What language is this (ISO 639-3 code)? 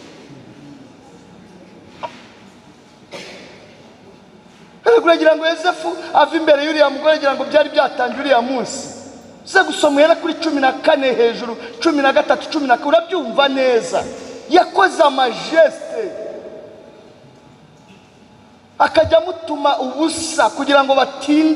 kin